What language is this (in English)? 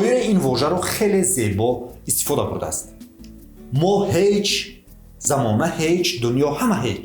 Tajik